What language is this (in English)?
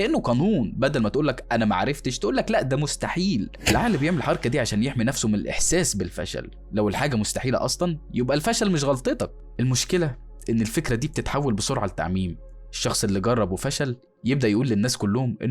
Egyptian Arabic